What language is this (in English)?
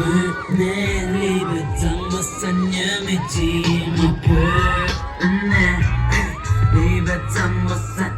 Tibetan